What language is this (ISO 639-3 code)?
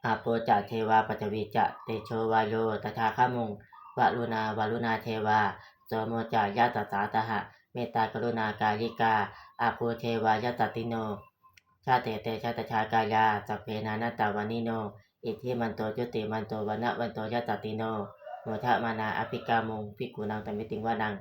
pli